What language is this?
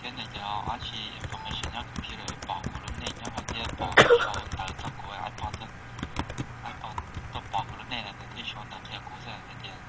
Hmong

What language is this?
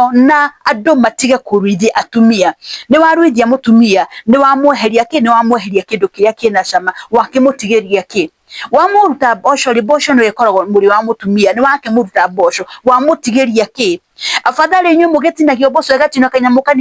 Kikuyu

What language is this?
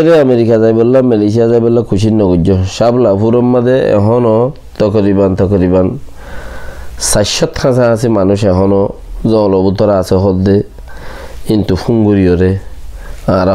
Rohingya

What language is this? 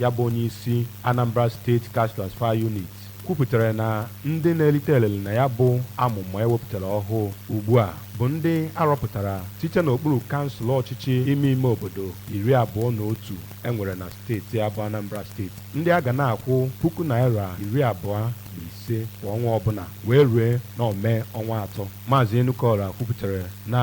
Igbo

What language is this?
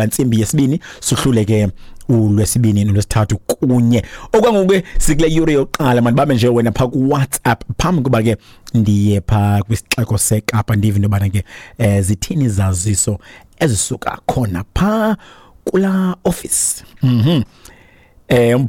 Xhosa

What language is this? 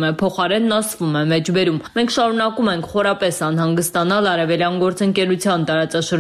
Armenian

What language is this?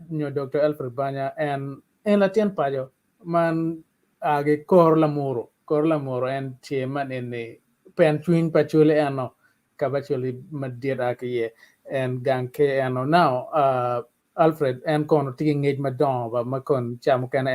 Acoli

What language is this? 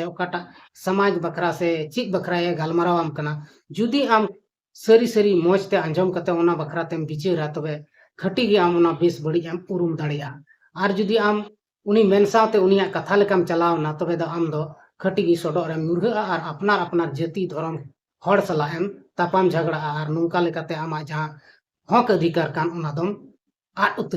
Santali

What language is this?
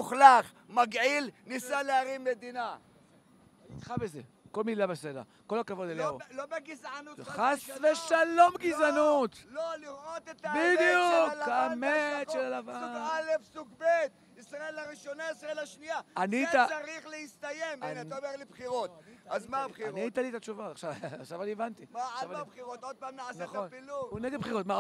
Hebrew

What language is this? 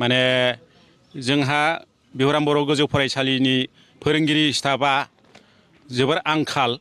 Bodo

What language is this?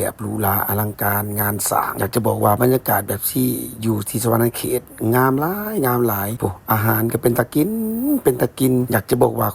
Lao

